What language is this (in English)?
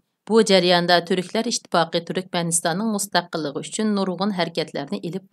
Uyghur